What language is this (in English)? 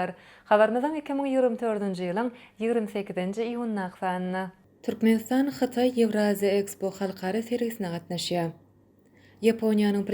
Turkmen